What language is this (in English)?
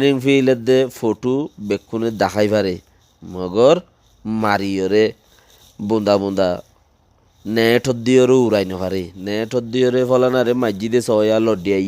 Rohingya